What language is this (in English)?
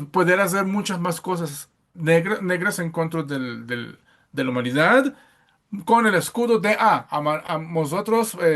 Ladino